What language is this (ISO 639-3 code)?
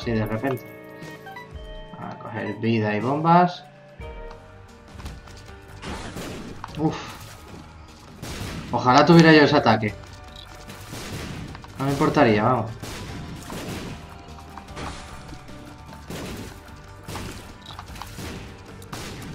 spa